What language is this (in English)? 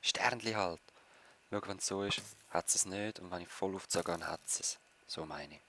Swiss German